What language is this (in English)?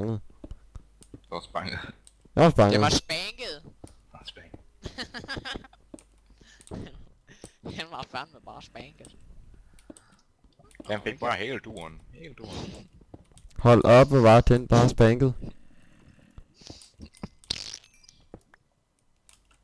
Danish